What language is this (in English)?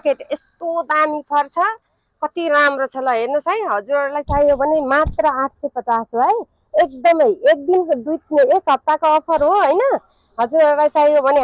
Nepali